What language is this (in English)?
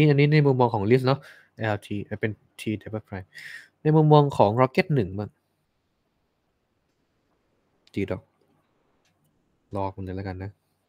Thai